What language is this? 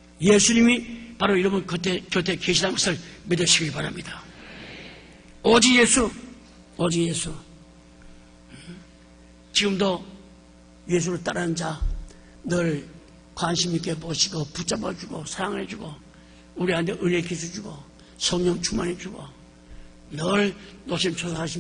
Korean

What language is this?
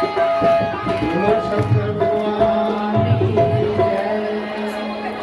Dogri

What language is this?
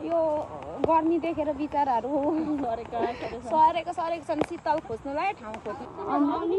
Nepali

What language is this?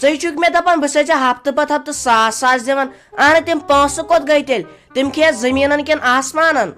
Kashmiri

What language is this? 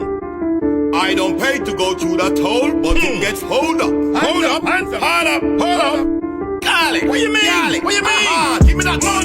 Jamaican Creole English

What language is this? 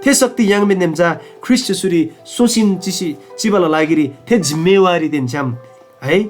Eastern Tamang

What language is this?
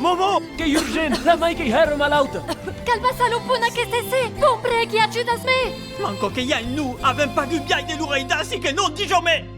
Occitan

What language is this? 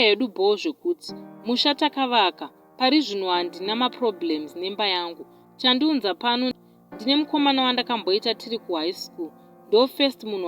Shona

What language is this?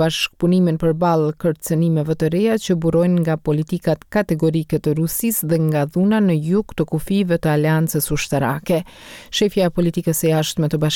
Albanian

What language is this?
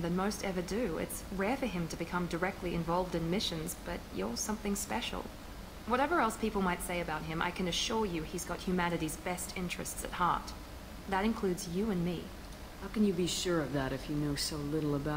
English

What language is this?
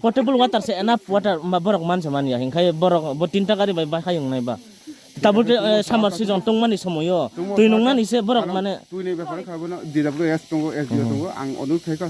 Riang (India)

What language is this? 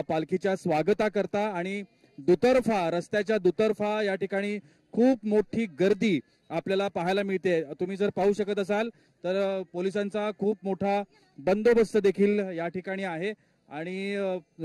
Marathi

